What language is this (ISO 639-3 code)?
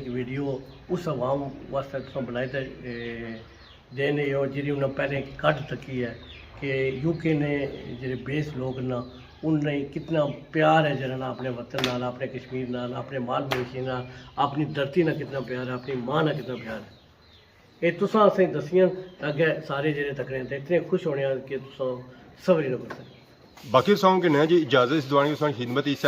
phr